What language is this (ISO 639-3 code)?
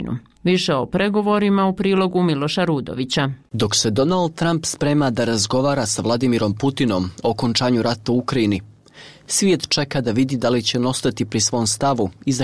bos